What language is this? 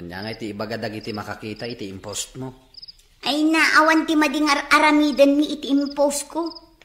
Iloko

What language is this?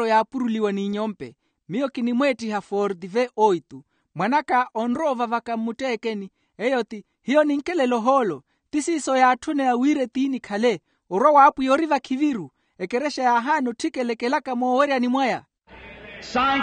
Makhuwa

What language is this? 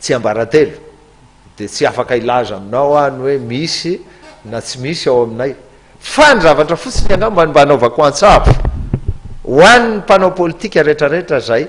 Malagasy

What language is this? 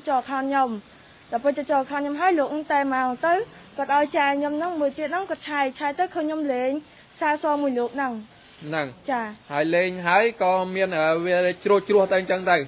Khmer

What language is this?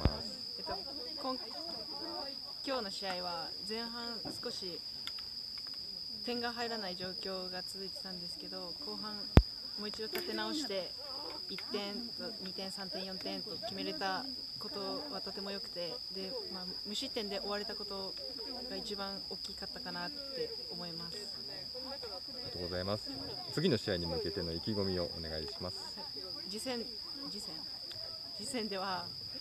Japanese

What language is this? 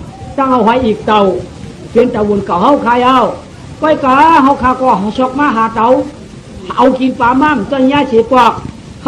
Shan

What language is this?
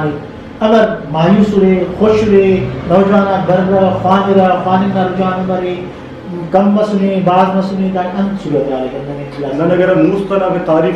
Brahui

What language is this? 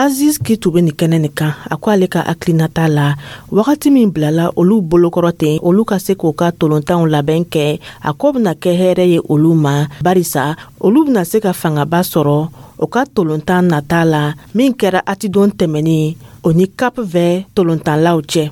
Dyula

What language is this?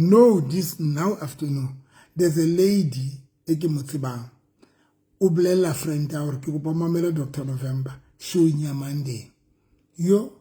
Southern Sotho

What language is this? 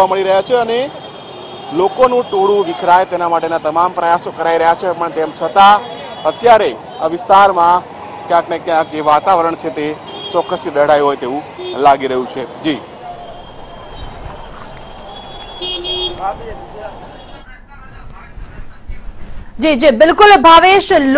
Gujarati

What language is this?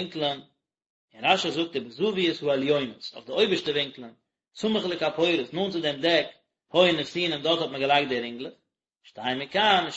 Yiddish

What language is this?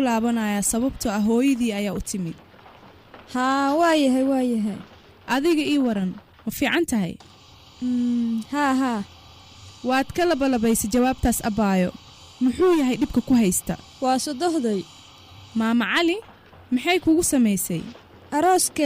Somali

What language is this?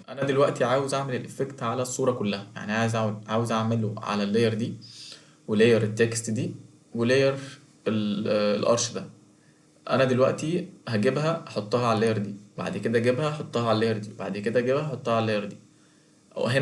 Egyptian Arabic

